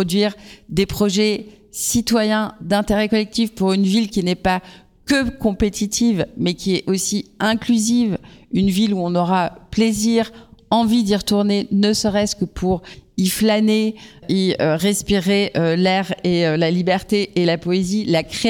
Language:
French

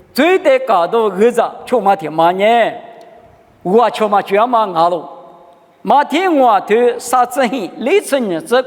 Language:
Lisu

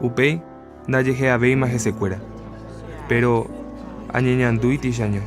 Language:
Guarani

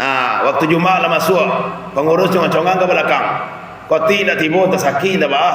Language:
Minangkabau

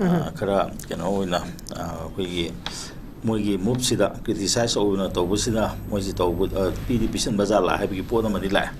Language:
Manipuri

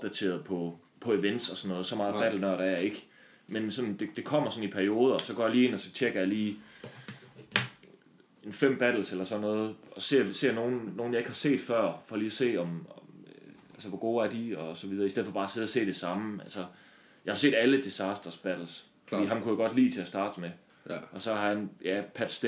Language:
Danish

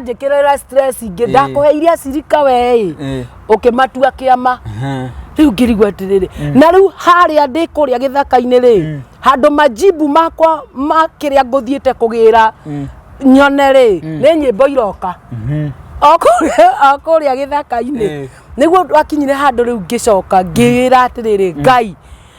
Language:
Kikuyu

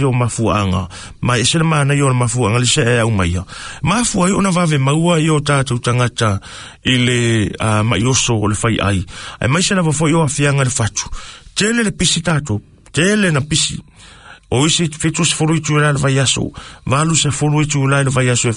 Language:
Samoan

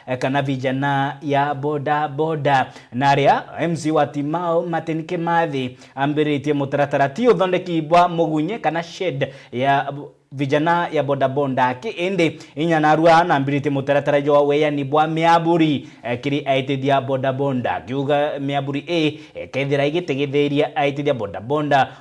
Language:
Meru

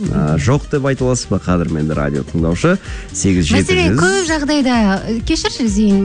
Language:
Kazakh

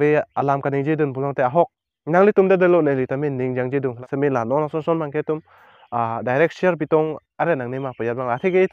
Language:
Karbi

